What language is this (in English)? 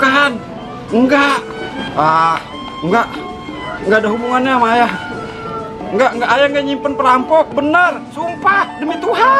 Betawi